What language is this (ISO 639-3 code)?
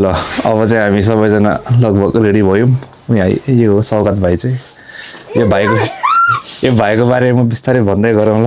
nep